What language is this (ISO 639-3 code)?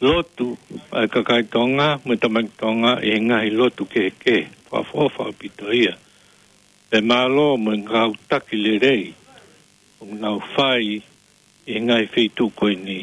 ton